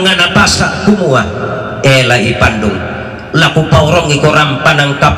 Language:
Toraja-Sa'dan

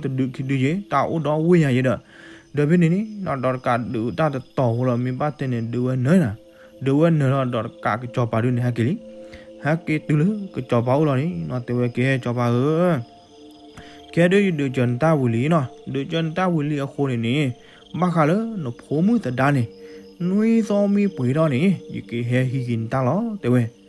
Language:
S'gaw Karen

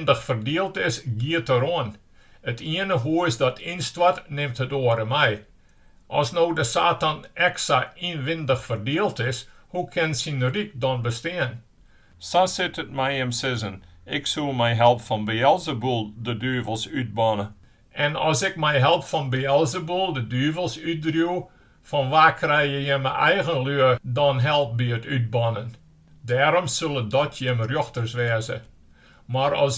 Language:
Western Frisian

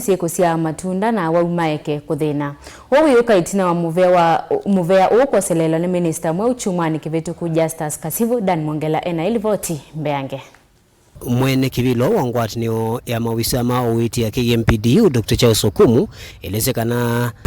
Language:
Kamba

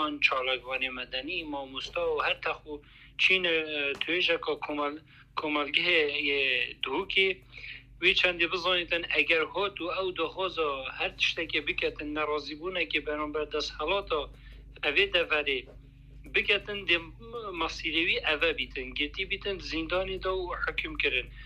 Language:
Kurdish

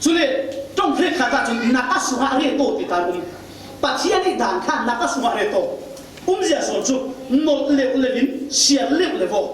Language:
Falam Chin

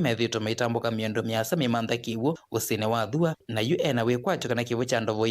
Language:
Kamba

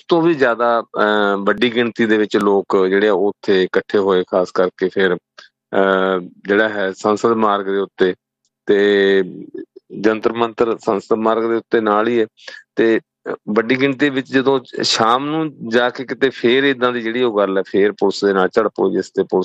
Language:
Punjabi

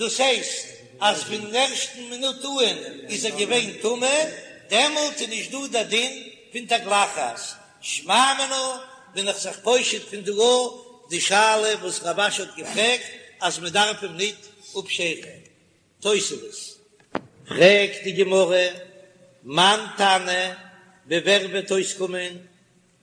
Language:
Yiddish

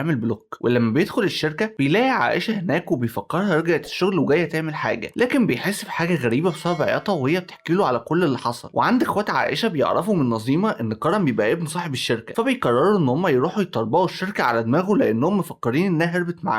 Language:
Egyptian Arabic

